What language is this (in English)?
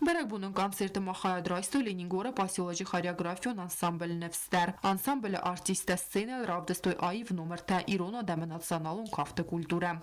Ossetic